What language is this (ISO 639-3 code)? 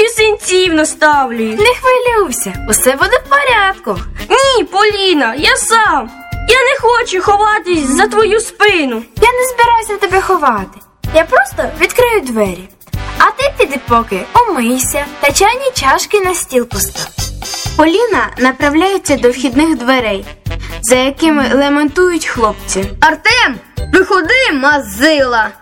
ukr